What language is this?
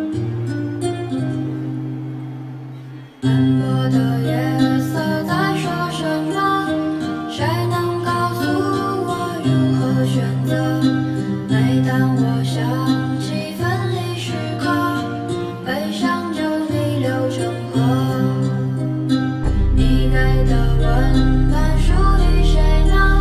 Chinese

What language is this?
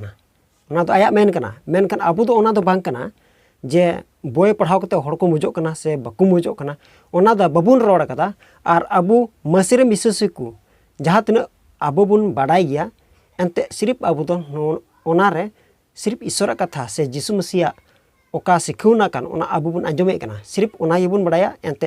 Santali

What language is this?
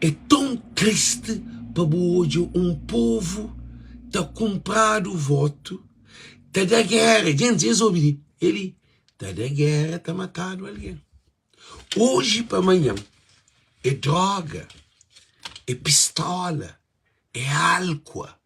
Kabuverdianu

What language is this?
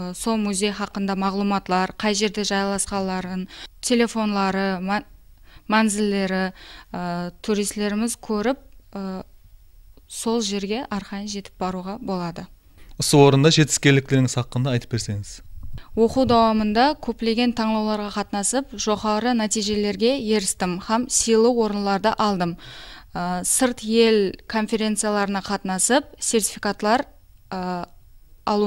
Kara-Kalpak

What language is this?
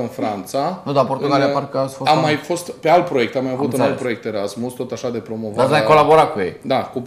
Romanian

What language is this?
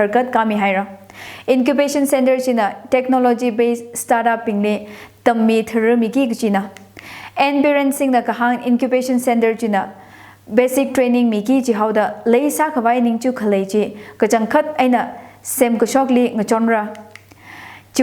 Tangkhul Naga (India)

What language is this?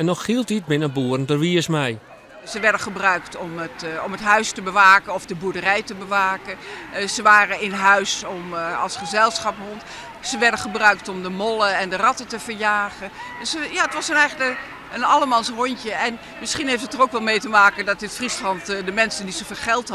Western Frisian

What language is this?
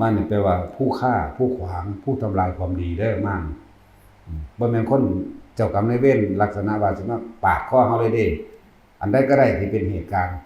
Northeastern Thai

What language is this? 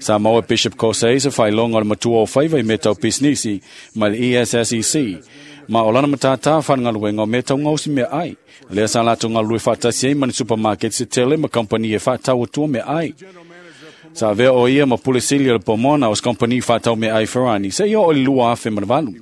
Samoan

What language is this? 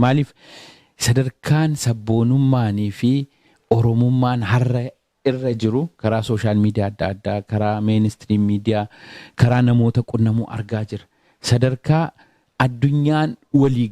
Oromo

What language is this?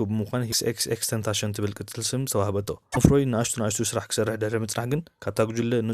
Tigrinya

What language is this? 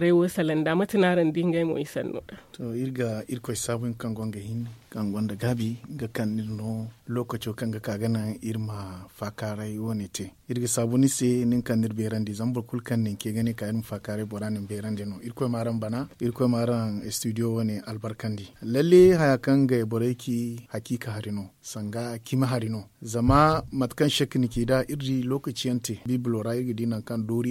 Zarma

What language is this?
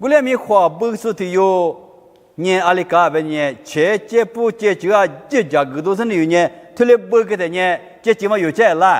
Lisu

